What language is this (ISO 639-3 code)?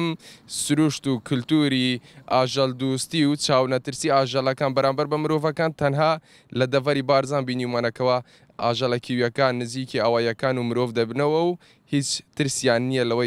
ckb